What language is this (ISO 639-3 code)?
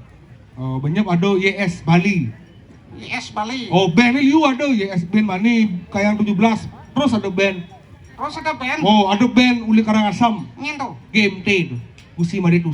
ban